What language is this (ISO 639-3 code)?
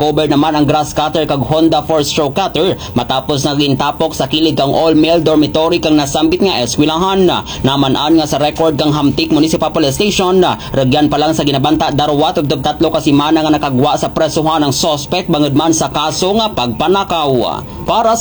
krj